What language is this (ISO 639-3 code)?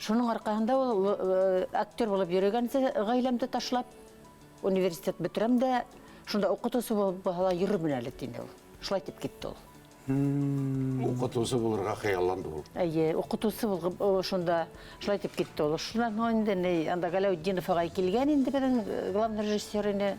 bak